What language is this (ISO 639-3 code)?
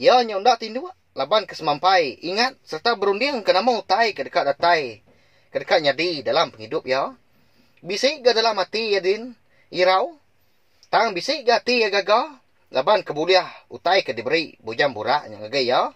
iba